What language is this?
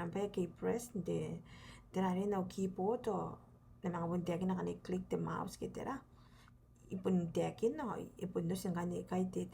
Gilbertese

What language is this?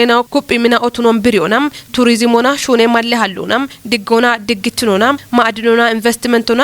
Kafa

